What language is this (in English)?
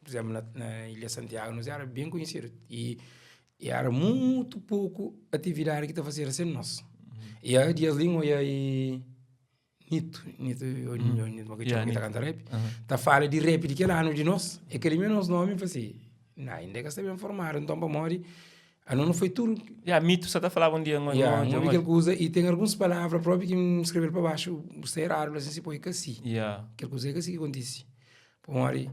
Kabuverdianu